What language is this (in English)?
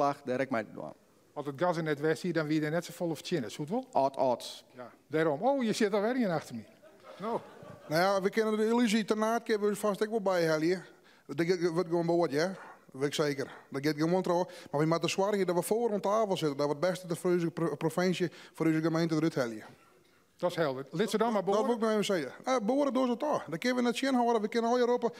Western Frisian